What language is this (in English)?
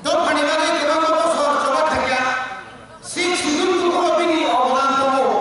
Kok Borok